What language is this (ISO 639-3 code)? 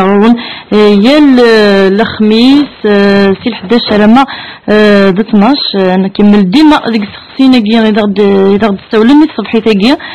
kab